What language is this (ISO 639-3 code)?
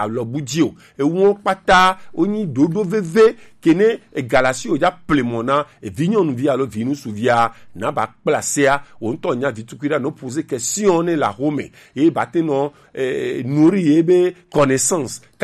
gej